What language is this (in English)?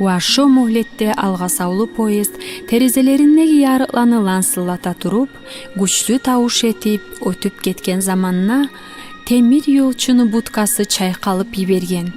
Kumyk